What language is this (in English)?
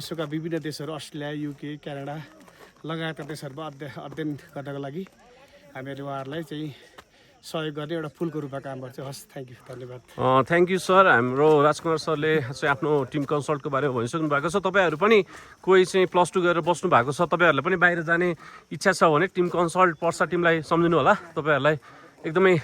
Nepali